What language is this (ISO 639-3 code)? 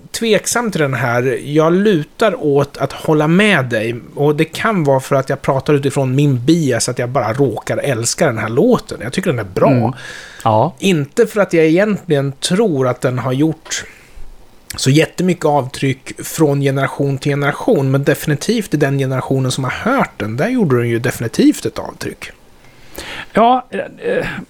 swe